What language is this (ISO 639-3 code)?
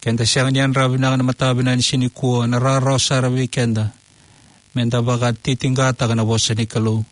fij